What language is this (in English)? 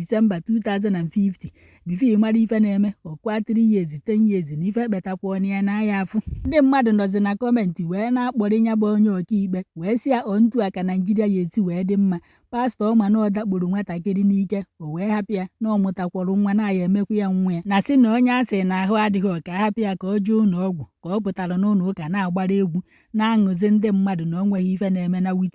Igbo